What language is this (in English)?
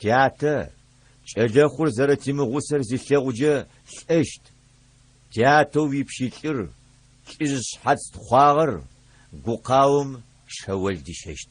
Adyghe